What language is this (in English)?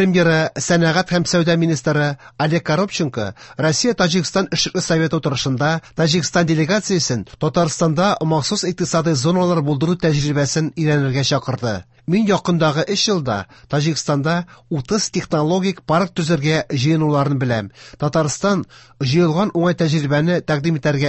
Tatar